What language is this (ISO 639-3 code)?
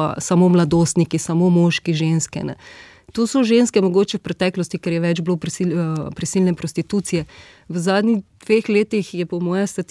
slv